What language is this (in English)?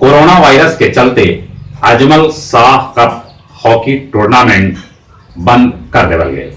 Magahi